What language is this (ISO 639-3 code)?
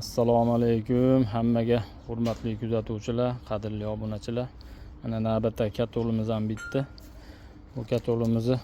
uzb